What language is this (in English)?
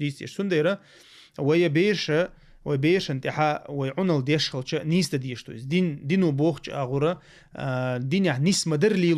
Chechen